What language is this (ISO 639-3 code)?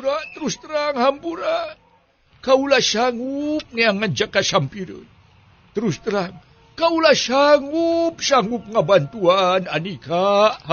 sun